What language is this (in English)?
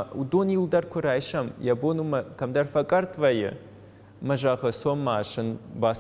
Ossetic